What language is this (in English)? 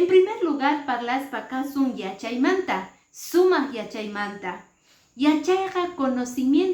Quechua